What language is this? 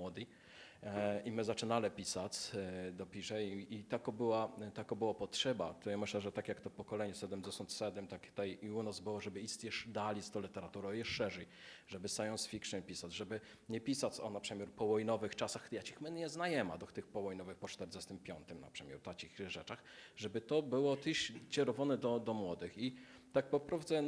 Kashubian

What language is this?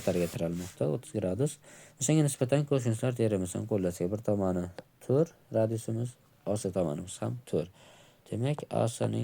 Uzbek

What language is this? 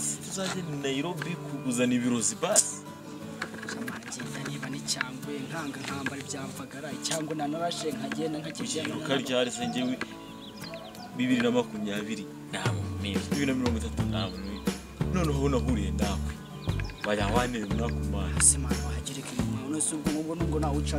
Kinyarwanda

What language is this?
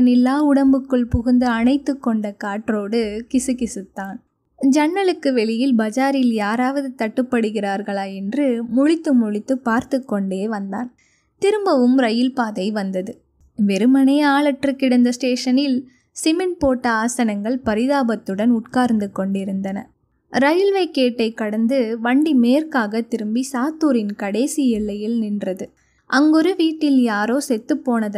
Tamil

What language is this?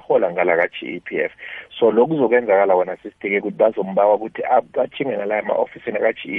South Ndebele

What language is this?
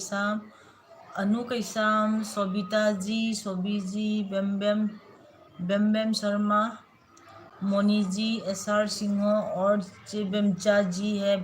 Manipuri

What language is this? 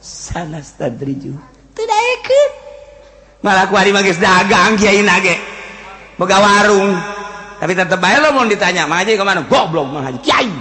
Sundanese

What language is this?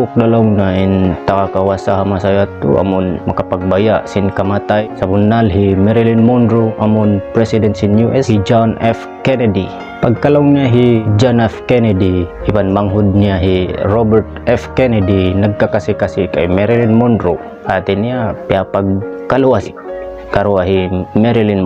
Tausug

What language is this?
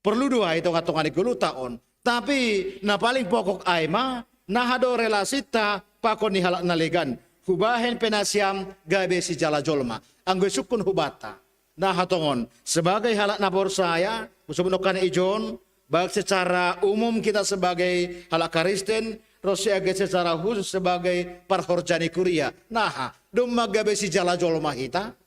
Batak Simalungun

